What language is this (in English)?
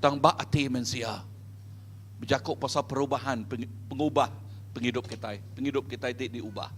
Iban